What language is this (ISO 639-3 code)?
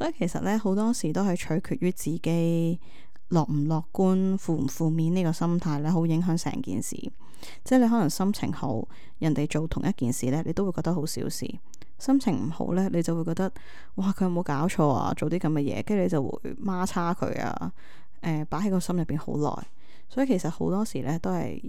yue